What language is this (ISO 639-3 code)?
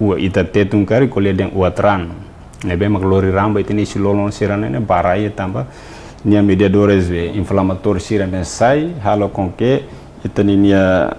tet